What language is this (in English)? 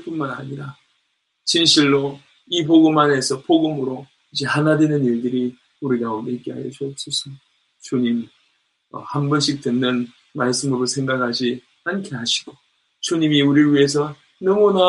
Korean